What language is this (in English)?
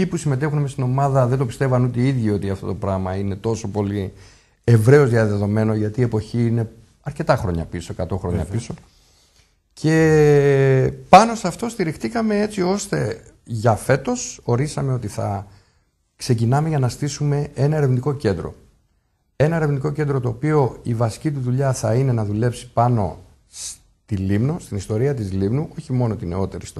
Greek